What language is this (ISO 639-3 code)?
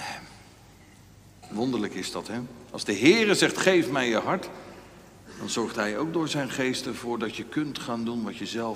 nld